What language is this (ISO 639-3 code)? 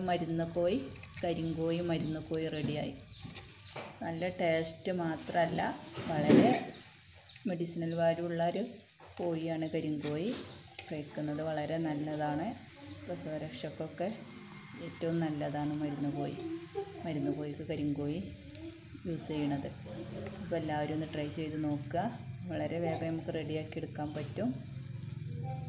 mal